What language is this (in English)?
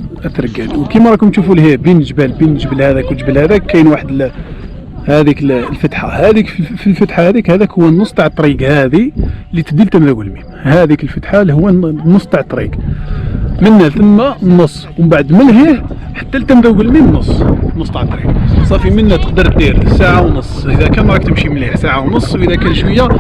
Algerian Arabic